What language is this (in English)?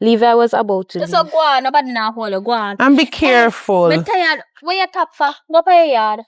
Jamaican Creole English